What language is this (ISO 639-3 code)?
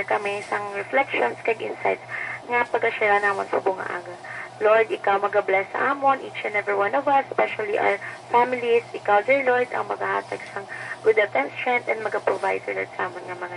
hil